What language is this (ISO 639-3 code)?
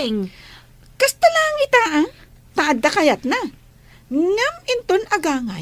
ilo